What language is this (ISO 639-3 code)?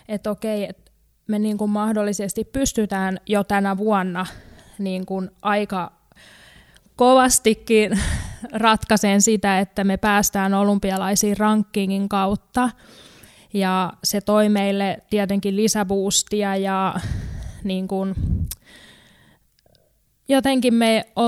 fin